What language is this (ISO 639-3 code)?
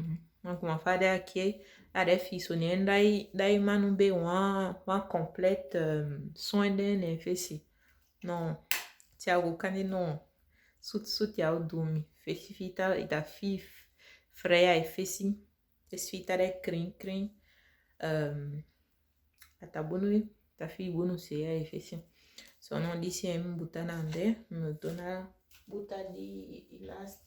srm